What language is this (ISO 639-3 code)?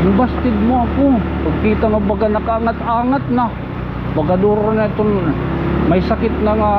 war